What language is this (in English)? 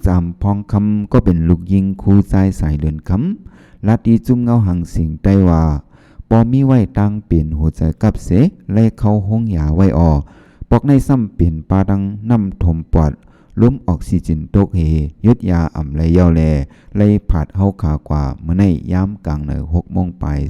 Shan